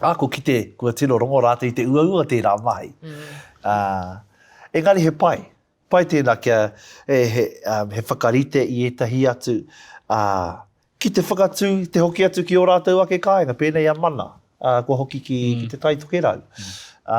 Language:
Māori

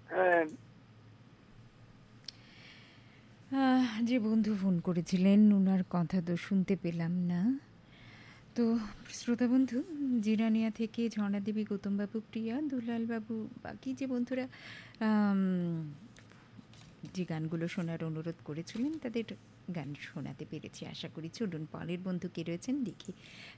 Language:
Bangla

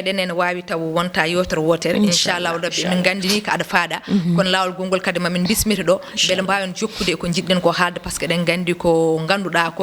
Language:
Fula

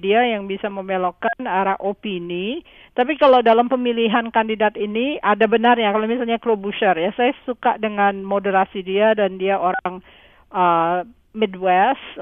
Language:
Indonesian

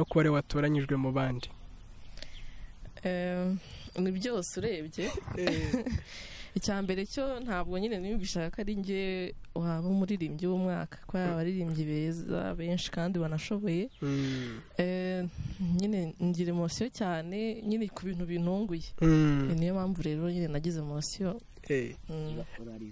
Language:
Kinyarwanda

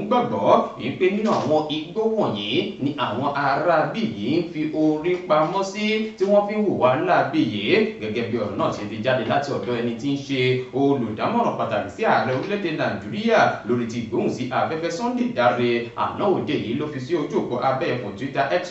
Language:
Yoruba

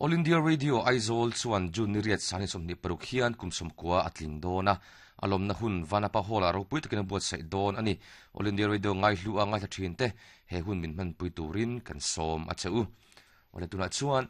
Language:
Mizo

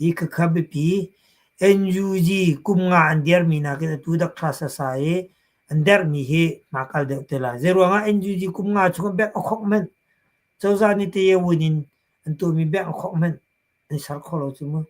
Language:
Hakha Chin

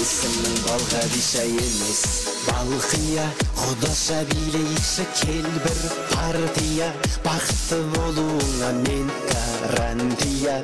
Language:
Kara-Kalpak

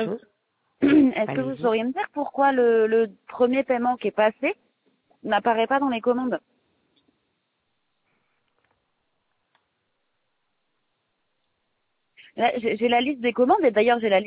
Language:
French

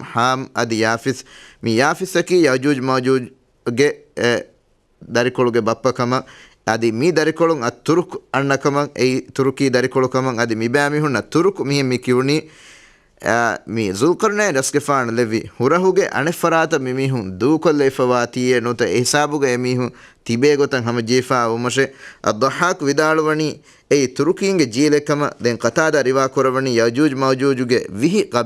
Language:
Divehi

